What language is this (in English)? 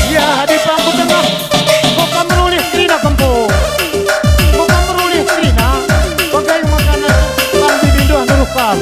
Batak Karo